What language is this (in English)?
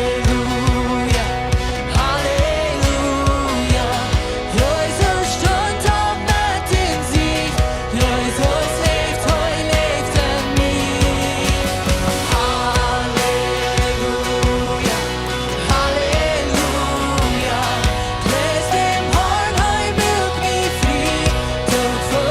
Plautdietsch